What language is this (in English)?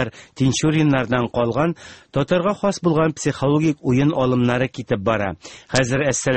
Tatar